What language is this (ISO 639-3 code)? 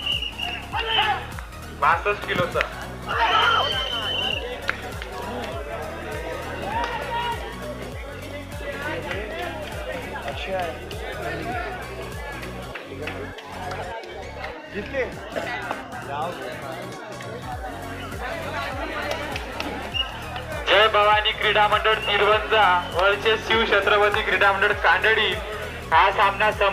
mar